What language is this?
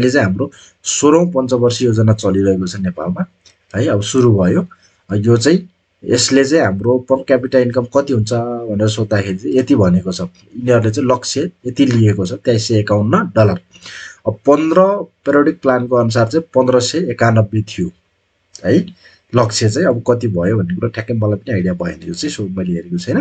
Nepali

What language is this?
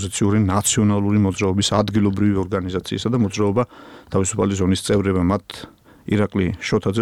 Georgian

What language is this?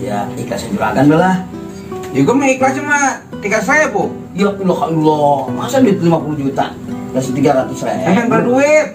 Betawi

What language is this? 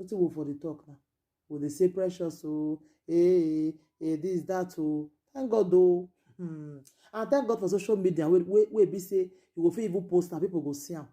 Nigerian Pidgin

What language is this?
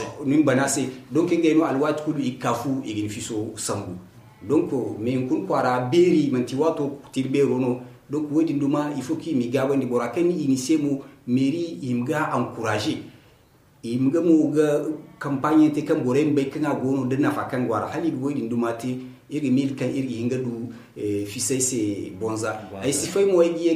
Zarma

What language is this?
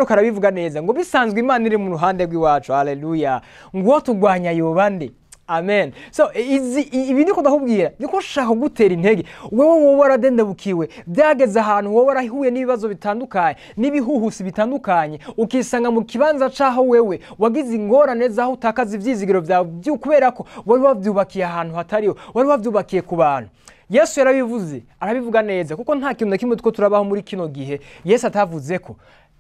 Rundi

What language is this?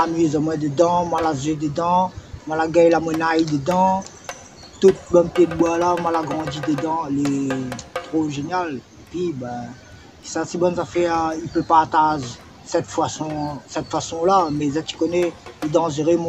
Réunion Creole French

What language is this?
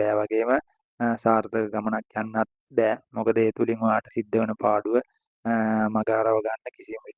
Sinhala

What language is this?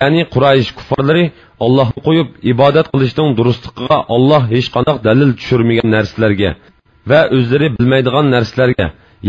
Uyghur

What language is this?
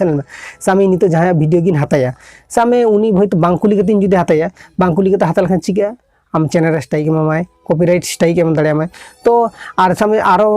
Santali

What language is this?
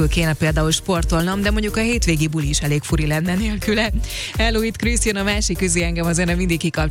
Hungarian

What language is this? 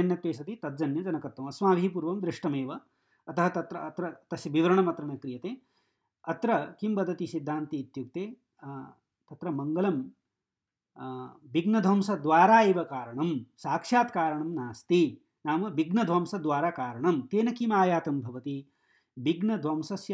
Sanskrit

